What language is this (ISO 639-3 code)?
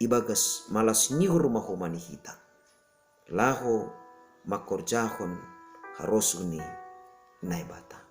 bts